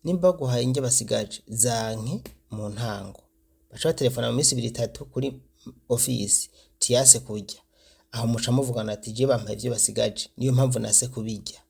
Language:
Rundi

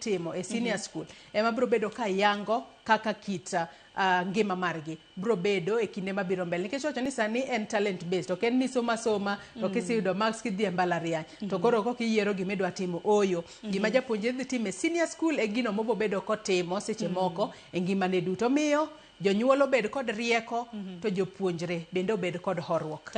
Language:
Luo (Kenya and Tanzania)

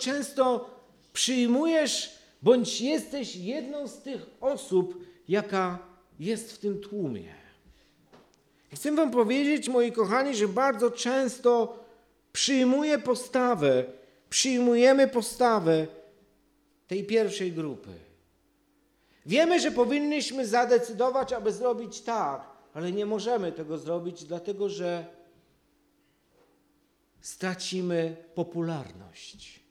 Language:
Polish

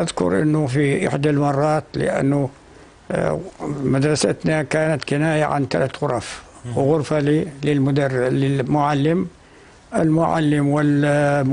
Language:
North Levantine Arabic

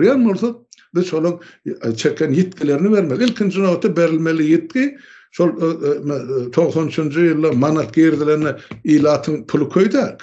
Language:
Turkmen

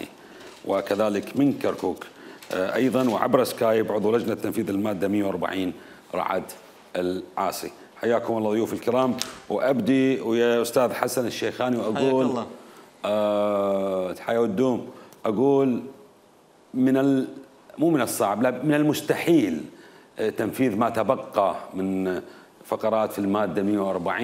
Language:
Mesopotamian Arabic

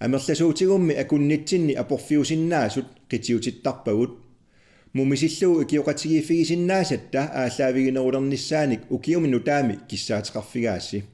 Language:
Kalaallisut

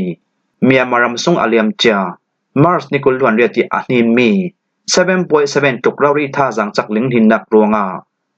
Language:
Falam Chin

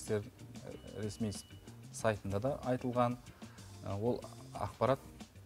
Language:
Kazakh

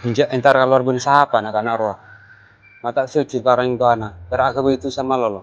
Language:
Madurese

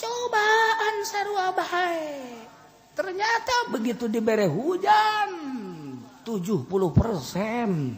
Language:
Sundanese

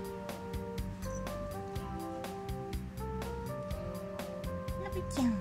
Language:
Japanese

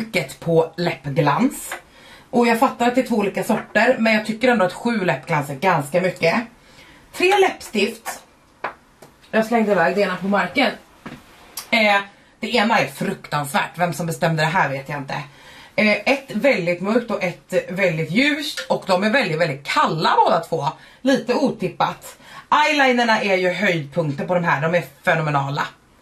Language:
Swedish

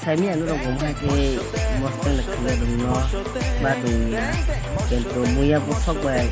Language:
Kok Borok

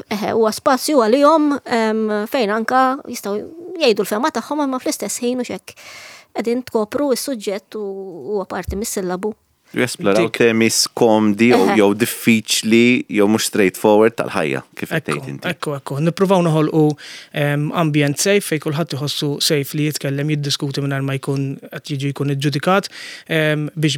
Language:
Maltese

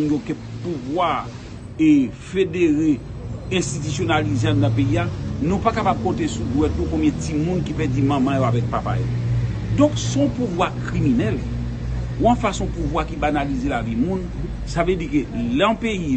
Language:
Haitian Creole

